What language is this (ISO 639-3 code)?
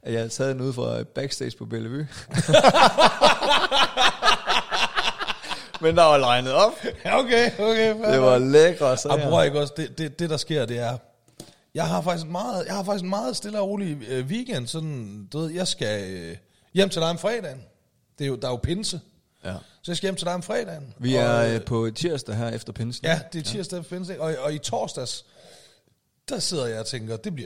dan